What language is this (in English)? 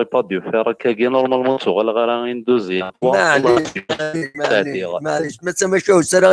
Kabyle